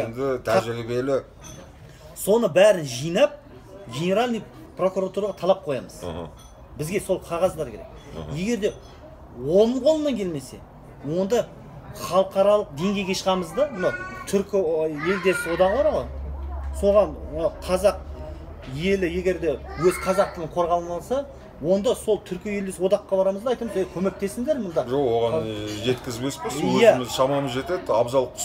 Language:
Kazakh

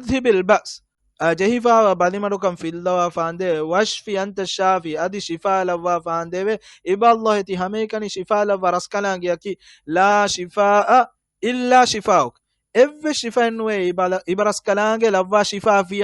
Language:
Divehi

